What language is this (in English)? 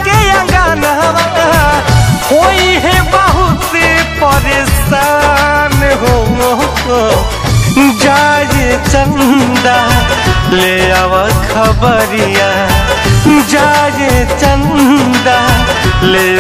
Bhojpuri